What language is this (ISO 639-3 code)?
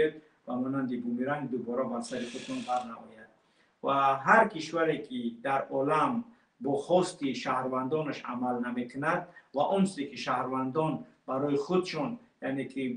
tgk